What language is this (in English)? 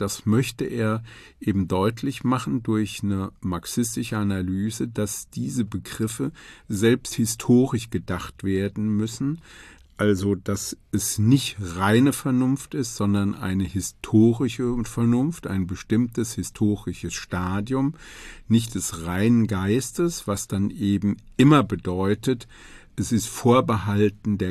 German